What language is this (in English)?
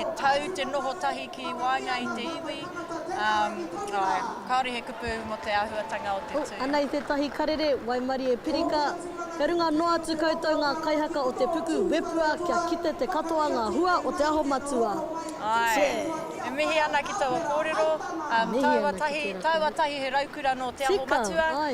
Māori